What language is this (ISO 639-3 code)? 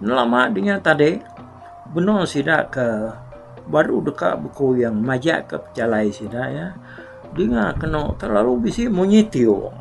iba